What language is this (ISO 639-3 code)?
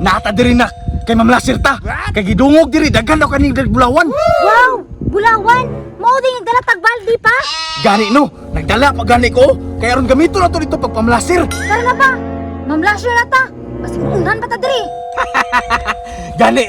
ceb